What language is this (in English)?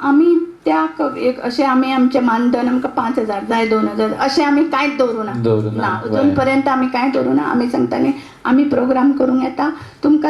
Konkani